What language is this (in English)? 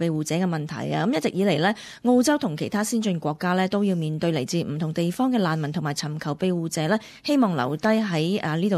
Cantonese